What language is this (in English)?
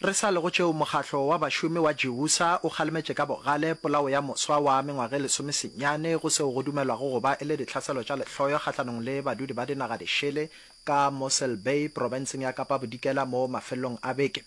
Northern Sotho